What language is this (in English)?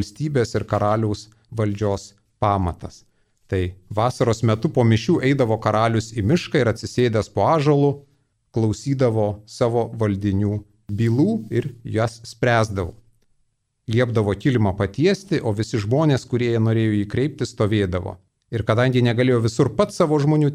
Lithuanian